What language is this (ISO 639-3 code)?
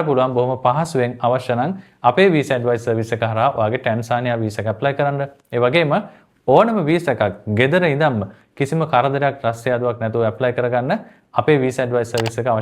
sin